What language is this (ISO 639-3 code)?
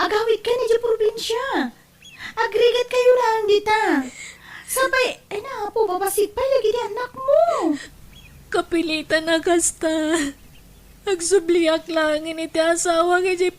ilo